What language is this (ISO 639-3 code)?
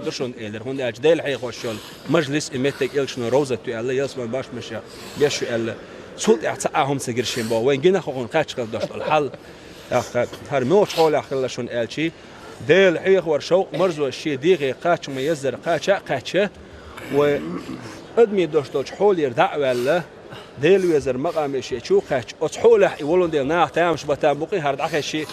che